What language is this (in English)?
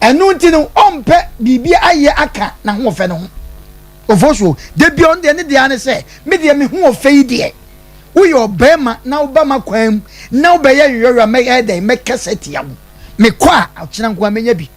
Akan